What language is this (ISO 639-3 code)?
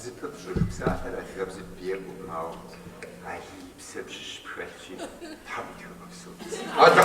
kbd